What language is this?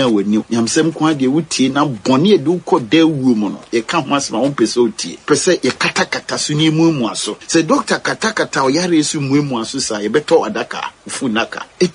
Akan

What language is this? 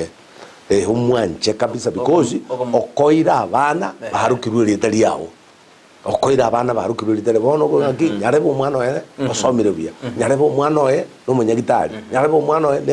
Gusii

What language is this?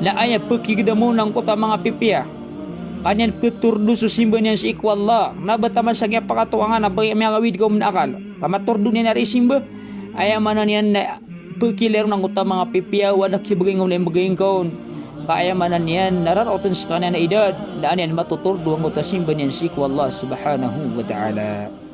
Maranao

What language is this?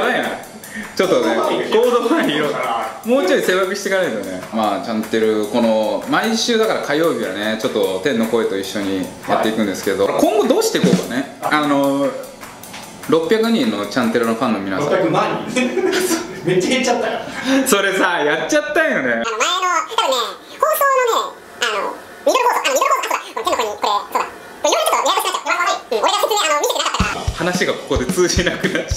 Japanese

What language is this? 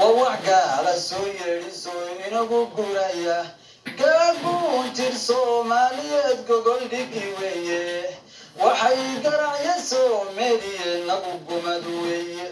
Somali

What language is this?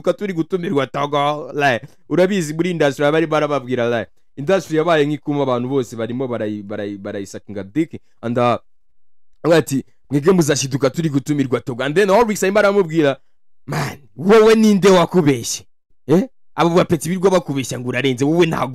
Kinyarwanda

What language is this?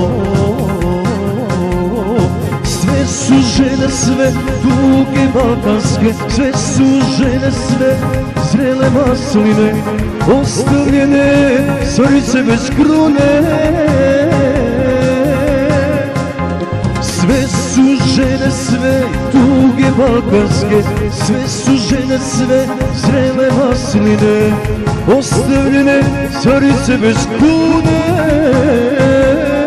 Croatian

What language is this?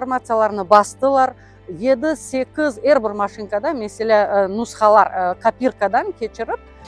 Crimean Tatar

